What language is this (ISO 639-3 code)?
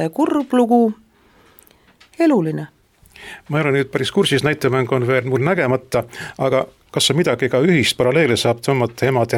est